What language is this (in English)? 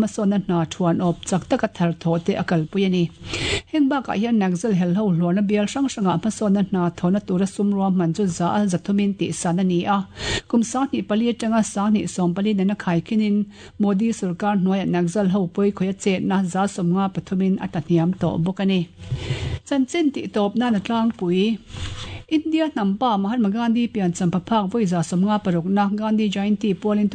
Mizo